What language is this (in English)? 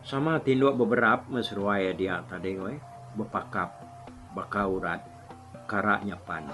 Iban